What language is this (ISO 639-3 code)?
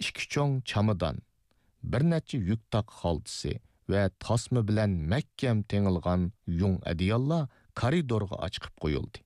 uig